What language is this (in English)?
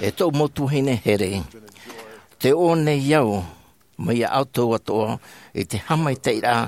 Tahitian